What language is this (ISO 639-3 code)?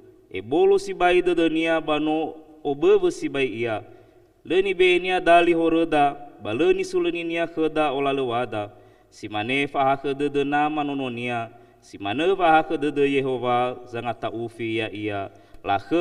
nia